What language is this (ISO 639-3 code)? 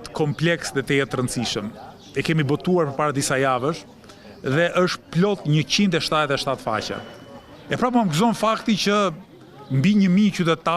sqi